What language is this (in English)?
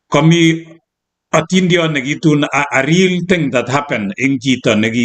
Kalenjin